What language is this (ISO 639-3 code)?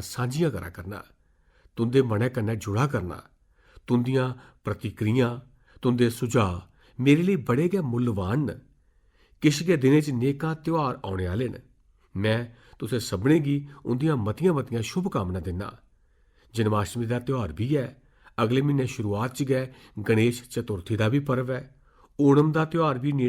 doi